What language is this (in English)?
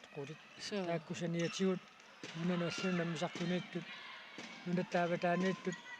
Kalaallisut